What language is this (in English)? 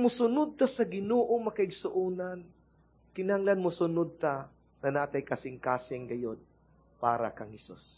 Cebuano